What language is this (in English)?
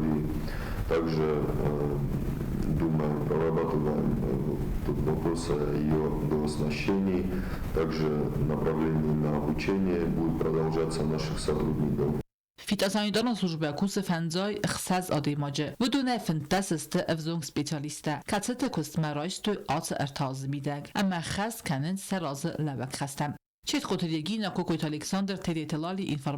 Ossetic